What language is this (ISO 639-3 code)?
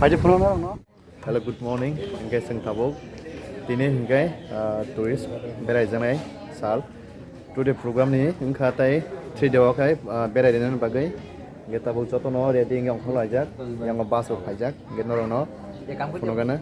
trp